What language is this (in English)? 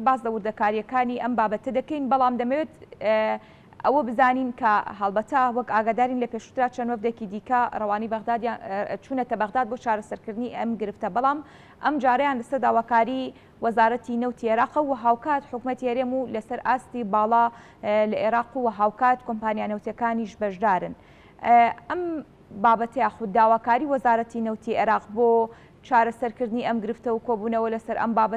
Central Kurdish